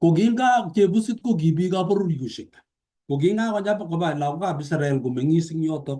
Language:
Kalenjin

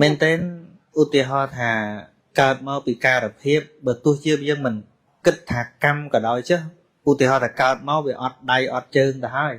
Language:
Khmer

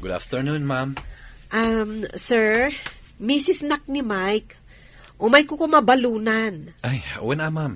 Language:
Iloko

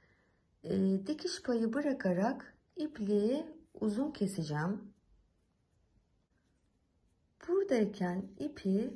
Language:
Turkish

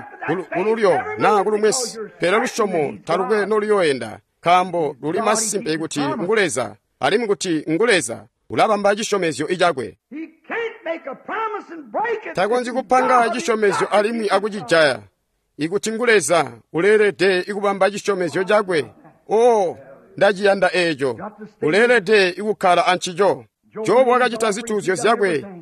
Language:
Tonga (Zambia)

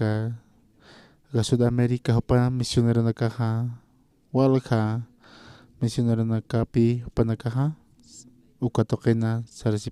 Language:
Aymara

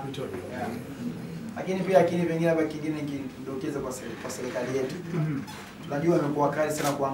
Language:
Swahili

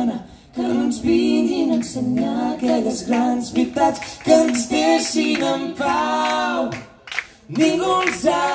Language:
Catalan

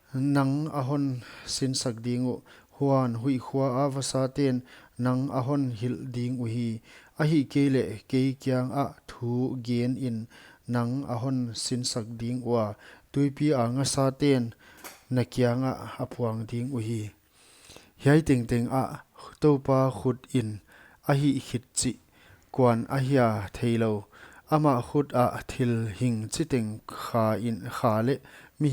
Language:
Paite Chin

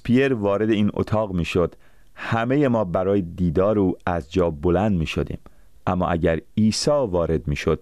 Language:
Persian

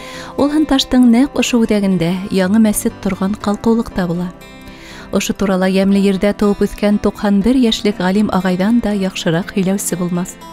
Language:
Bashkir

